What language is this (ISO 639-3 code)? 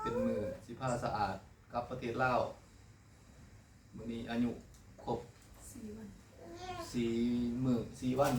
lao